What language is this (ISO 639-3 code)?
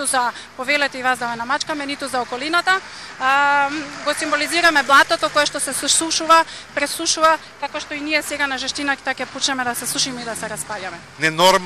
mkd